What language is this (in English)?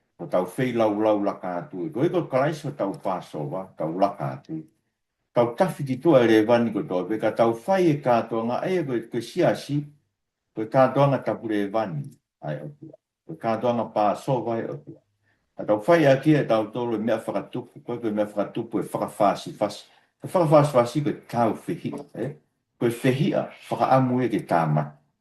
Tongan